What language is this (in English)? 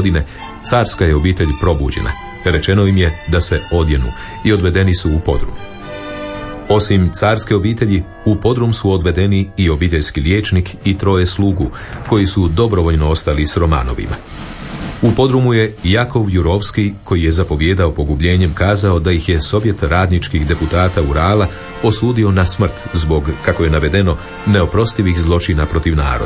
Croatian